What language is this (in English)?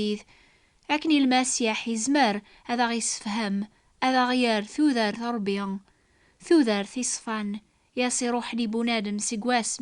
Kabyle